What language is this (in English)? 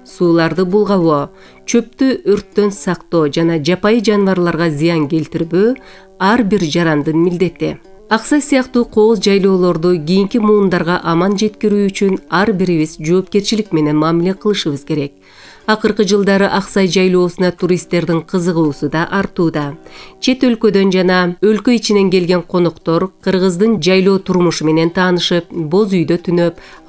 Kyrgyz